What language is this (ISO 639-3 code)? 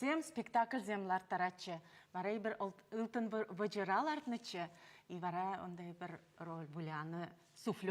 chv